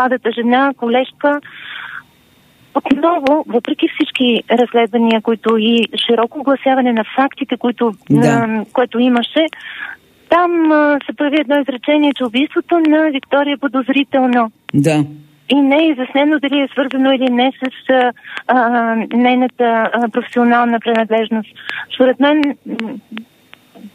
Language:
Bulgarian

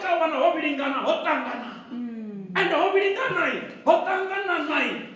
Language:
Venda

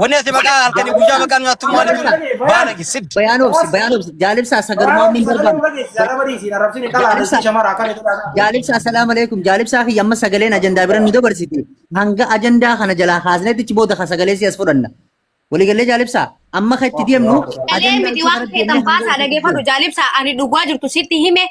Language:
Oromo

